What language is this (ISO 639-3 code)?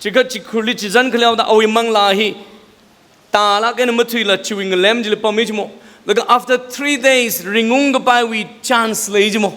nmf